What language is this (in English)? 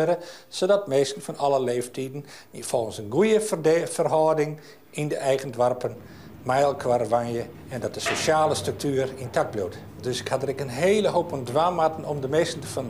Western Frisian